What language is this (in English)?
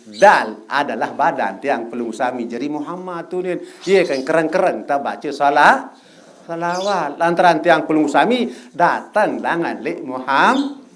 Sasak